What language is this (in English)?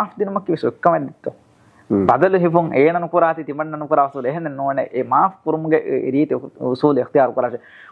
Divehi